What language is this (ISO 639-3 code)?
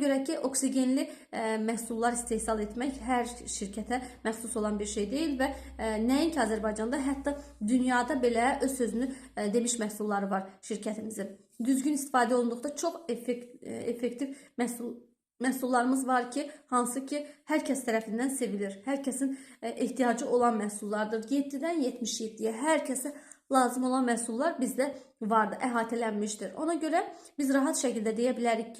aze